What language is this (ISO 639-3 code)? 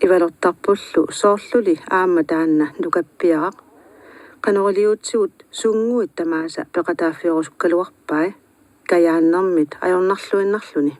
kal